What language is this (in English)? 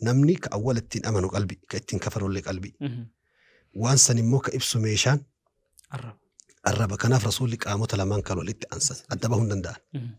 Oromo